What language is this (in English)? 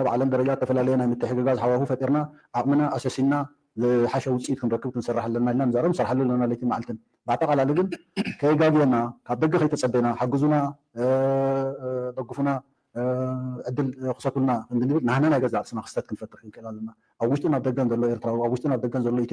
Tigrinya